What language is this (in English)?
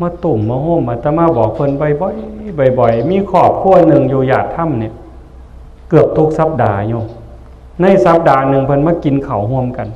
Northeastern Thai